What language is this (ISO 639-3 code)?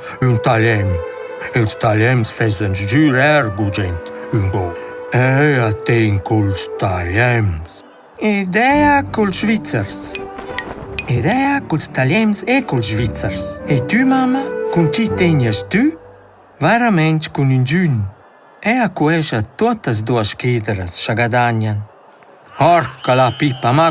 roh